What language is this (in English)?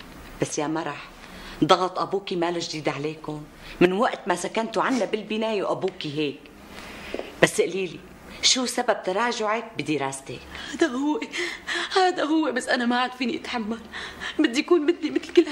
North Levantine Arabic